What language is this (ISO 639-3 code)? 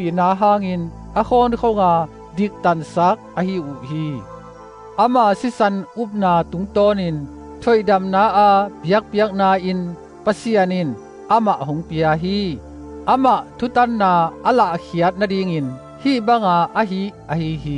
ctd